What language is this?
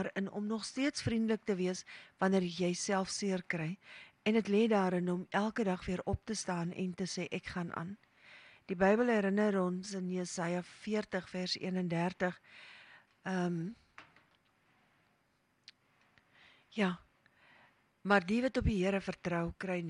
Afrikaans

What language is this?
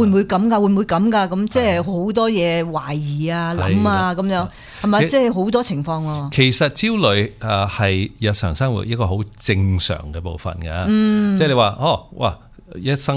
Cantonese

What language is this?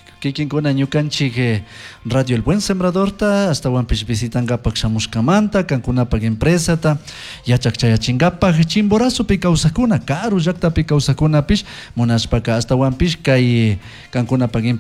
Chimborazo Highland Quichua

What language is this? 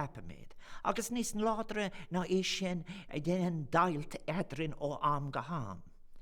Irish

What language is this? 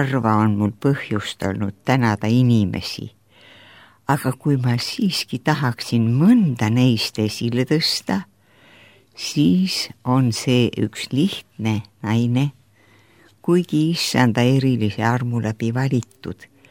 Estonian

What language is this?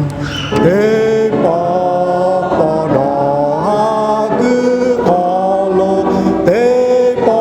Lahu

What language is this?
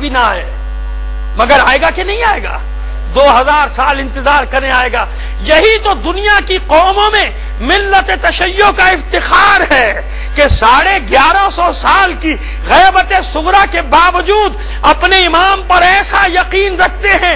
Urdu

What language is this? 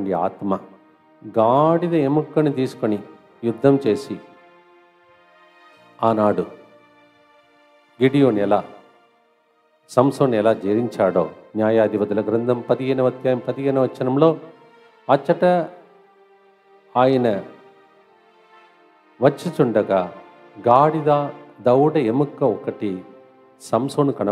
Telugu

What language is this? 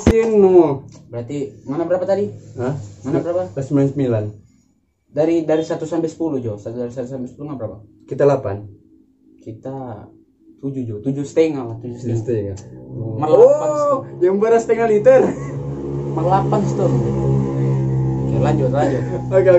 Manado Malay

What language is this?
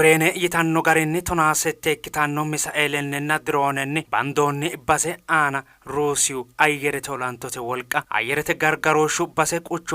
Sidamo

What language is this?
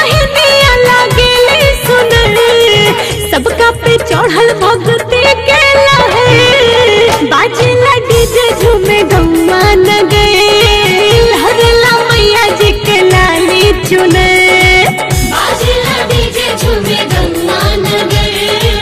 Bhojpuri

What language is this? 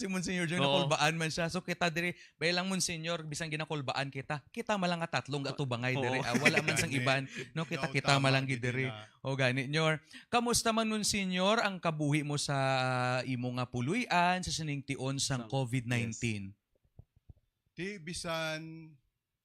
Hiligaynon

